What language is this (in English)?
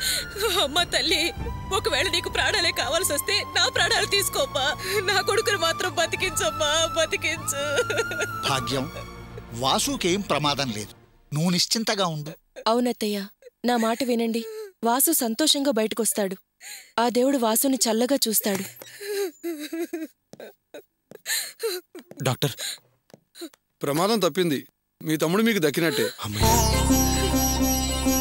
Telugu